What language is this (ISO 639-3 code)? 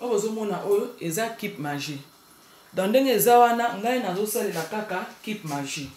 lin